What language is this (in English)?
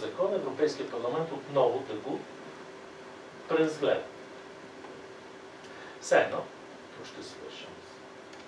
Bulgarian